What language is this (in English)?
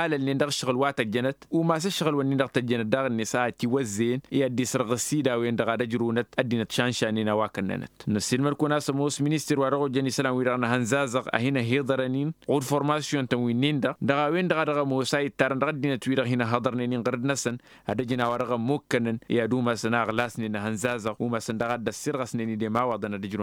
Tamasheq